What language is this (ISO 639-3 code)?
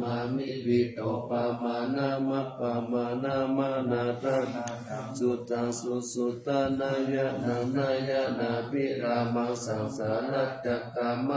pli